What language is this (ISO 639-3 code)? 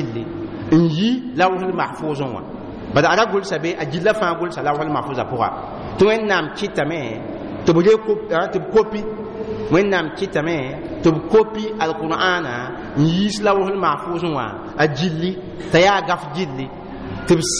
mos